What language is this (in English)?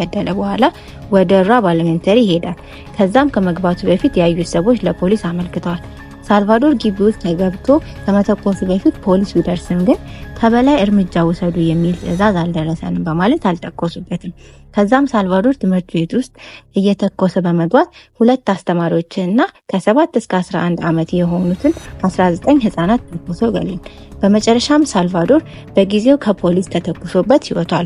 Amharic